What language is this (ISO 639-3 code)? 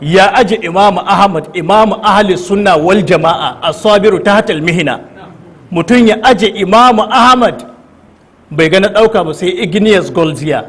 hau